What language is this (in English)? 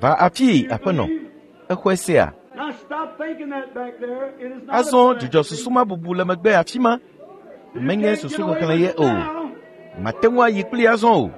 Ewe